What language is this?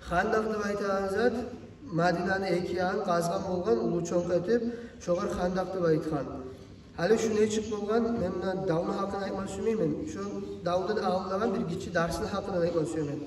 Kumyk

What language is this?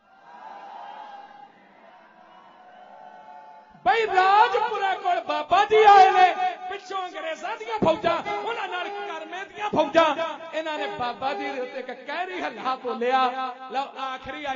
Punjabi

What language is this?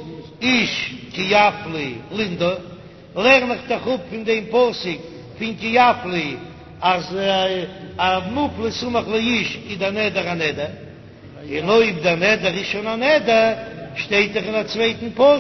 Yiddish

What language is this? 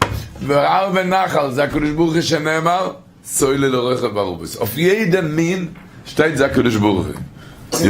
Yiddish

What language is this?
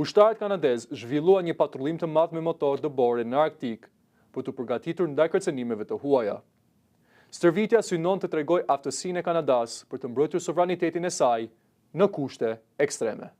Albanian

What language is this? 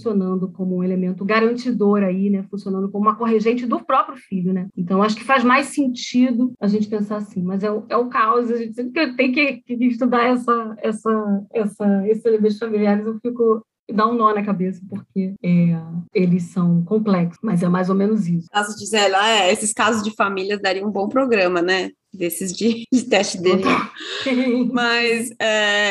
Portuguese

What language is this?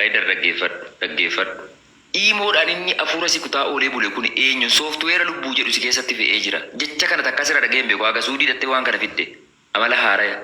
Oromo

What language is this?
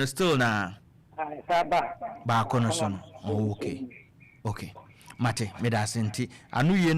Akan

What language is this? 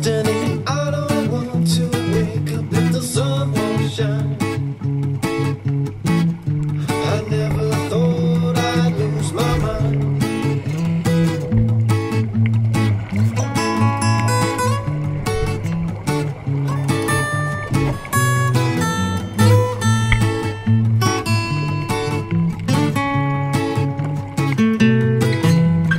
English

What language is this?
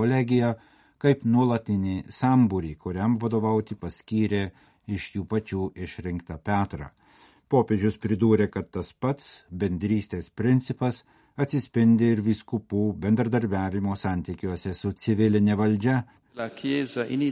Lithuanian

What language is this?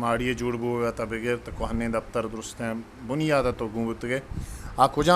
Eastern Balochi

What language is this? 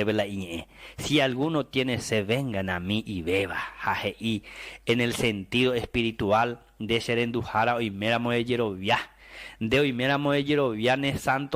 Guarani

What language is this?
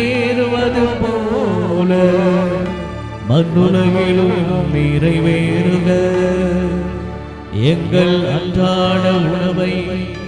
Tamil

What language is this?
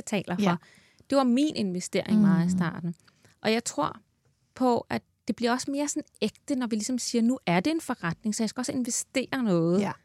Danish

